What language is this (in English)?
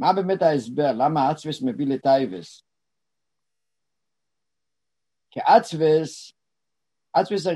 Hebrew